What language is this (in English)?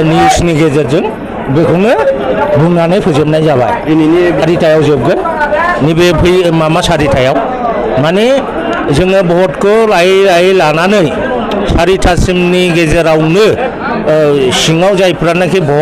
Bodo